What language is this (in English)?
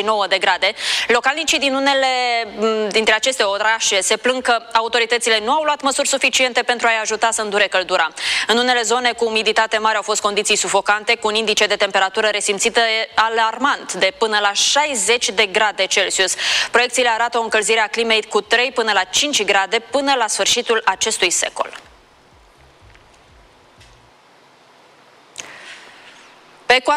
Romanian